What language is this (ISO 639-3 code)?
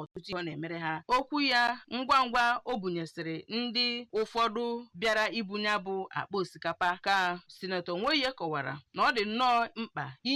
ibo